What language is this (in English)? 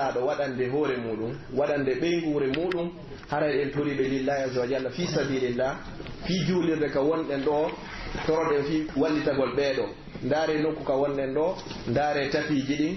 Pular